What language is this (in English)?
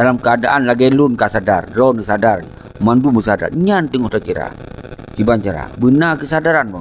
Achinese